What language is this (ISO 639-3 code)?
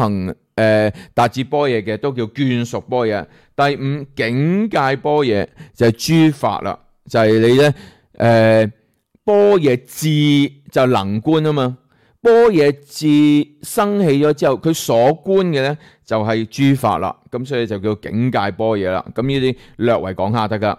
yue